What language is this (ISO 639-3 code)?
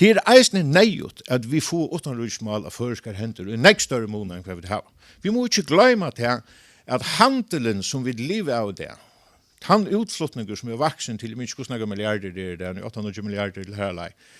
fao